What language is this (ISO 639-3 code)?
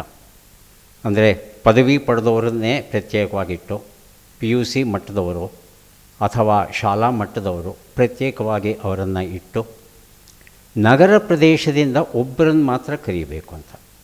kan